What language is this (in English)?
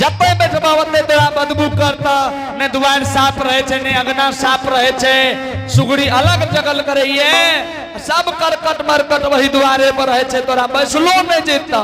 Angika